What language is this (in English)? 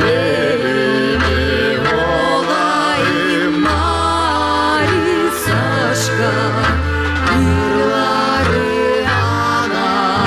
Gagauz